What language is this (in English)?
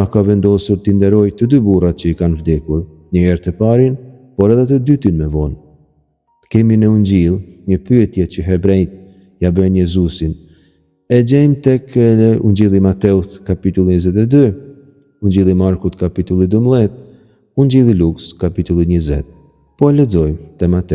Albanian